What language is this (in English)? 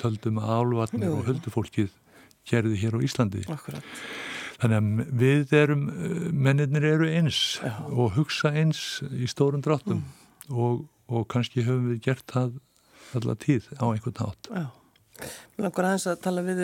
Icelandic